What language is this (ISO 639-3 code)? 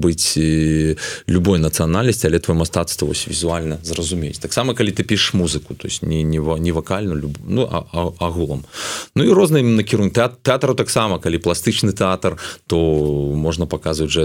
bel